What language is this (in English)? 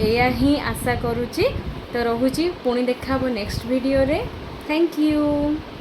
Odia